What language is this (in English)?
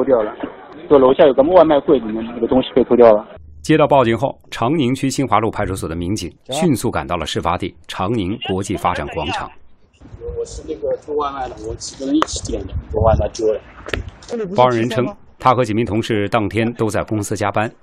Chinese